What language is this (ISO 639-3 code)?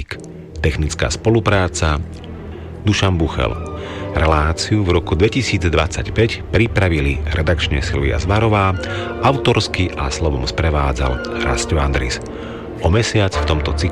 slk